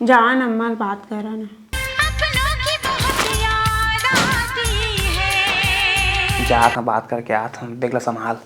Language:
Chhattisgarhi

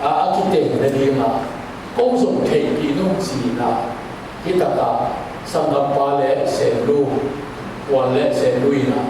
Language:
Tedim Chin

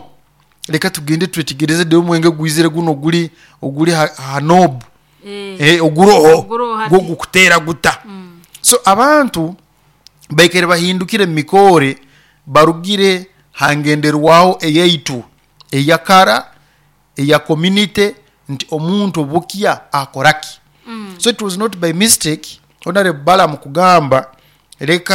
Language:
Nyoro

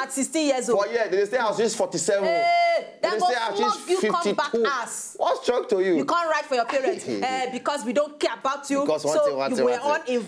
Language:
Nigerian Pidgin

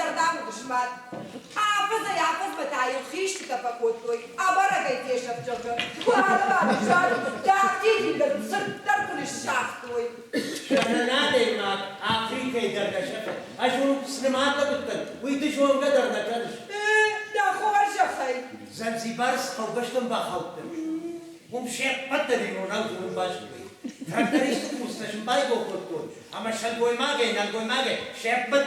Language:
Ossetic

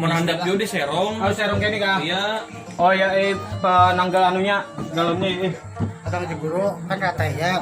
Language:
Banjar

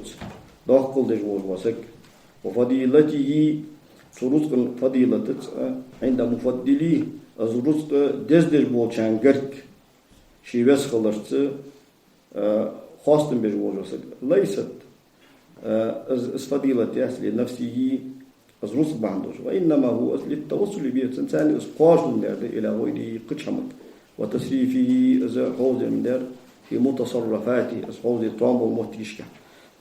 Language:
Ingush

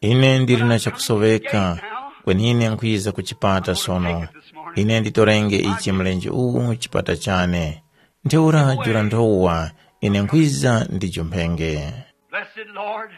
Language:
Tumbuka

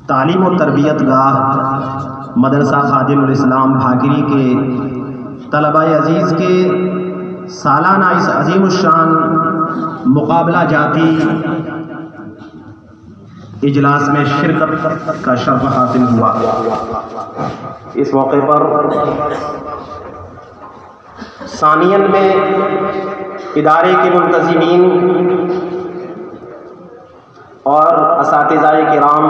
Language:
Urdu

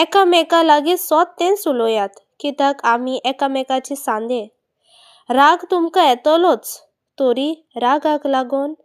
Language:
Konkani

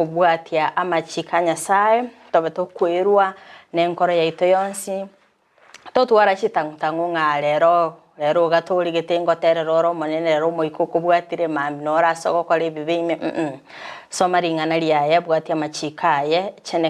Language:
Gusii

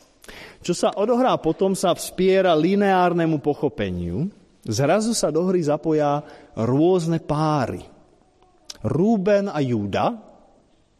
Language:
Slovak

